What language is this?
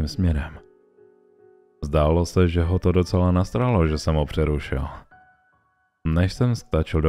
Czech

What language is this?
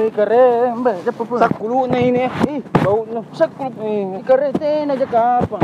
Makassar Malay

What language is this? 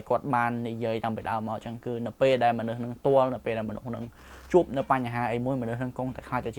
Khmer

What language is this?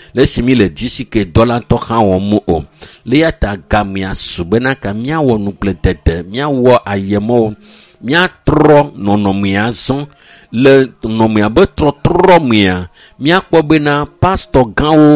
Ewe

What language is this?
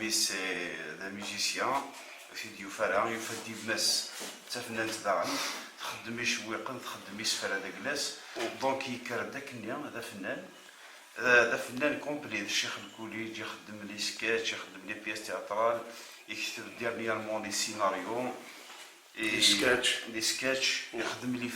Kabyle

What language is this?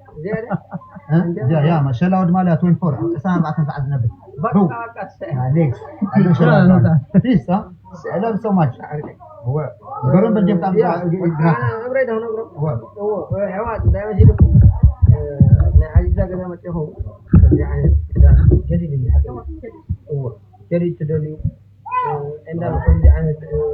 Tigrinya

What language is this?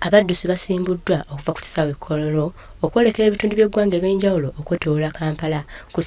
Ganda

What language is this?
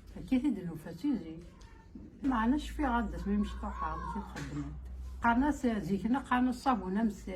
Kabyle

